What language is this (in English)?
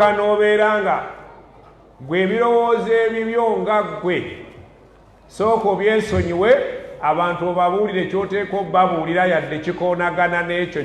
Ganda